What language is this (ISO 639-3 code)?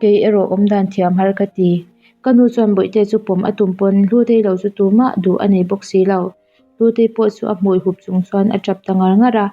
lus